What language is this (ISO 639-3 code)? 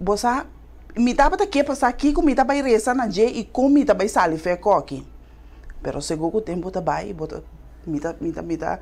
pap